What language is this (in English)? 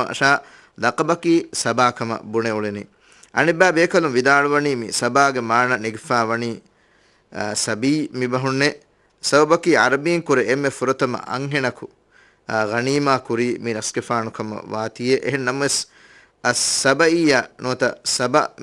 Divehi